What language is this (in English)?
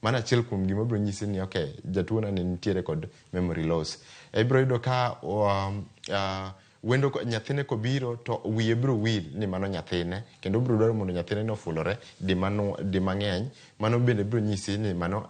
Luo (Kenya and Tanzania)